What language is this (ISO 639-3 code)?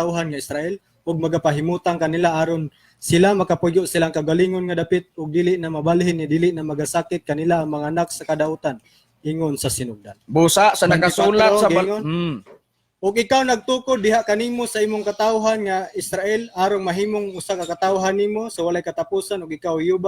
ceb